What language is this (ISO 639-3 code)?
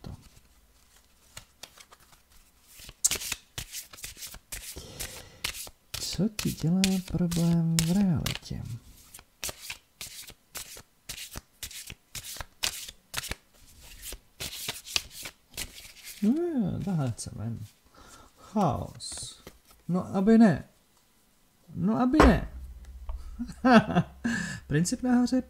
ces